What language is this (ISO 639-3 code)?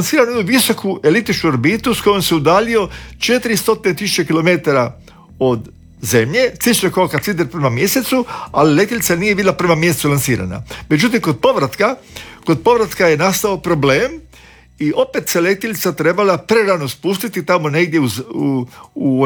hrv